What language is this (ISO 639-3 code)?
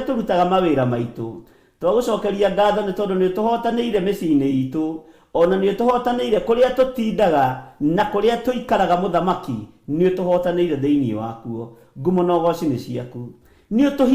kik